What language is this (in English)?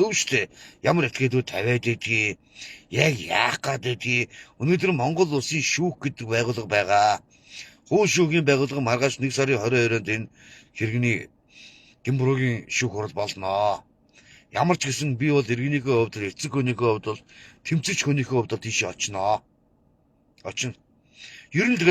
Mongolian